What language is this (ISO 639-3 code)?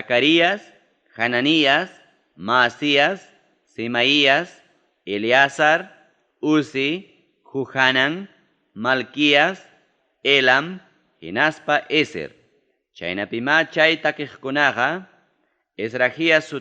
quy